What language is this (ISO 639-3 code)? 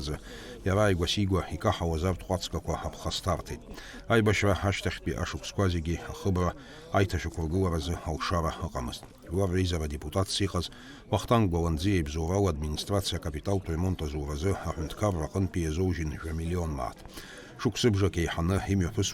abk